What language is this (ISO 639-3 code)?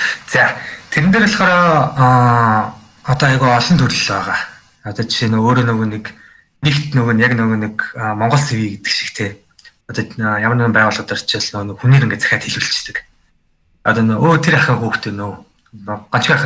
mon